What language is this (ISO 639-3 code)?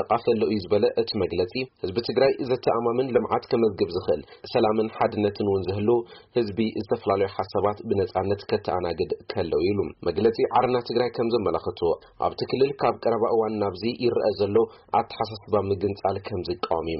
tir